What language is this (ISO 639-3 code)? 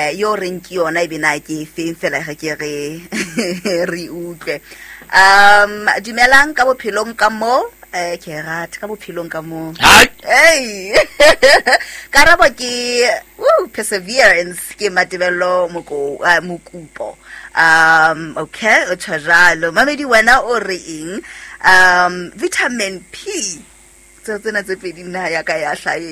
sot